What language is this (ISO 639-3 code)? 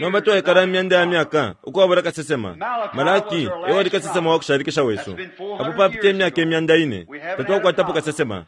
bem